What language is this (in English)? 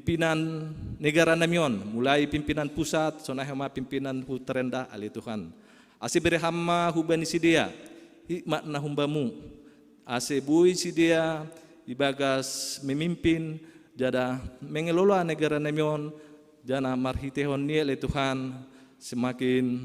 Batak Simalungun